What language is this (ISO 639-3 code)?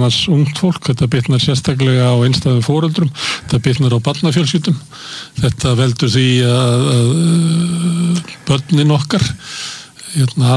isl